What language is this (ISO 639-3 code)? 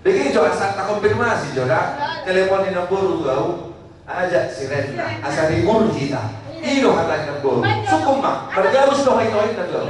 bbc